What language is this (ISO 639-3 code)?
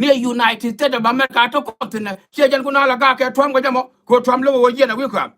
nus